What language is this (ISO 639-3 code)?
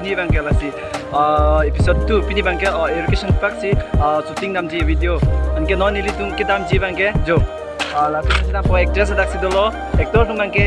mjw